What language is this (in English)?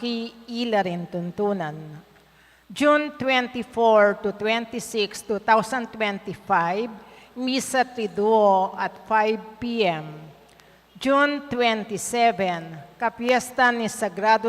Pampanga